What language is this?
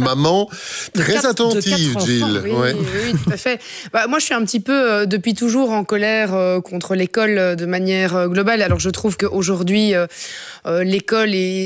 French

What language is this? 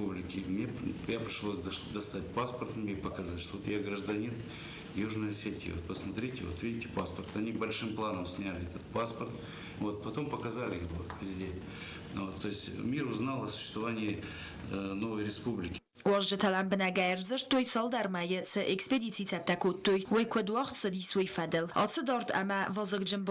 Ossetic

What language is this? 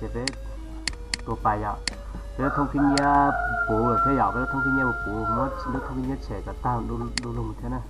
Hmong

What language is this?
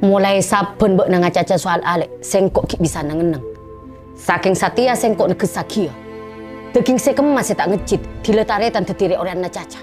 Madurese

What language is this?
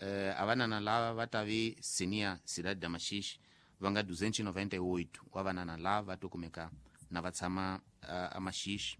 Tsonga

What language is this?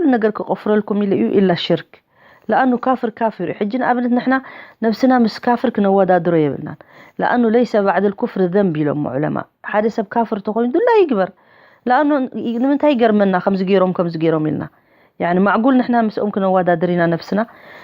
Tigrinya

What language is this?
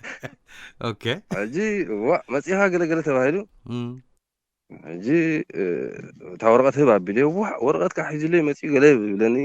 Tigrinya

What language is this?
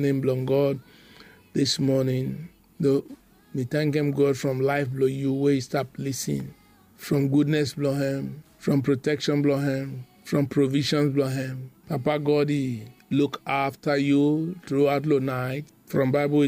Bislama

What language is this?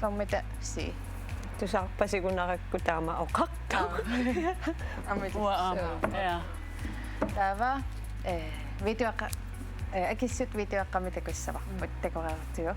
Kalaallisut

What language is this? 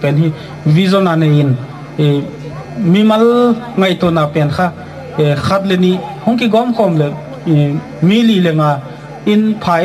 Gangte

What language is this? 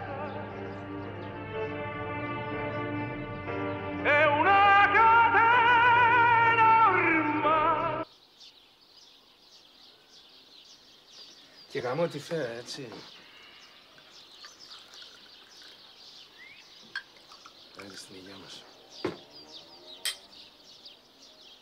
Greek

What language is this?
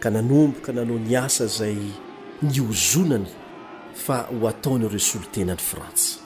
Malagasy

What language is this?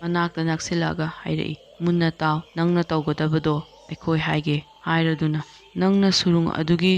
Manipuri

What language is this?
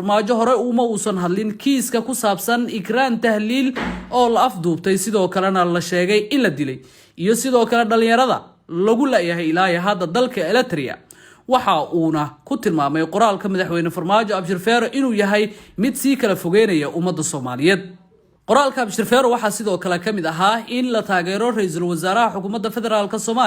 Somali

